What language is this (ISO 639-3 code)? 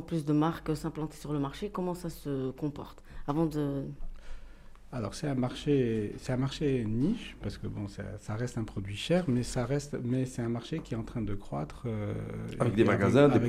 fra